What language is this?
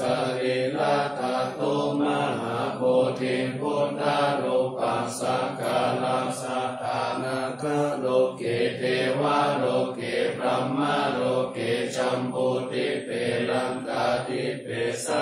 Pali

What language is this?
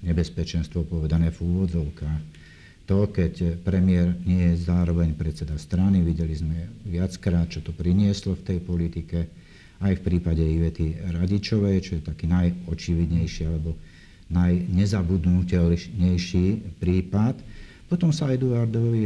Slovak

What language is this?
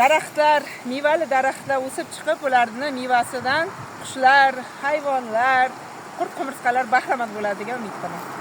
Uzbek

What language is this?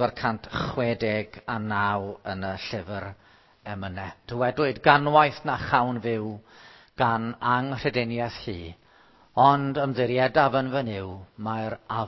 Welsh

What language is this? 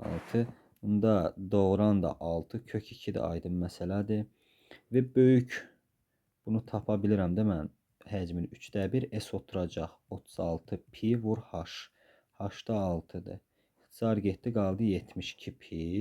Azerbaijani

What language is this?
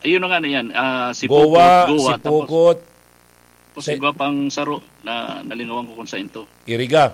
Bikol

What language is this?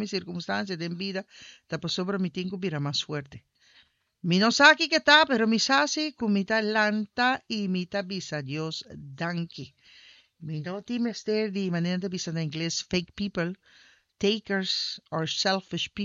Papiamento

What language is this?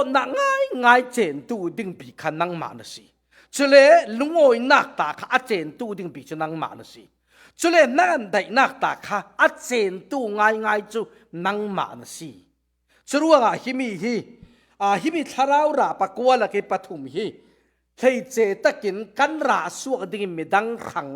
Falam Chin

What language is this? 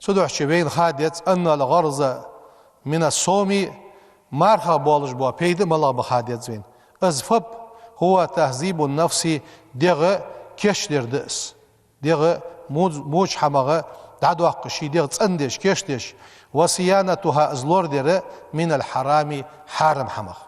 Ingush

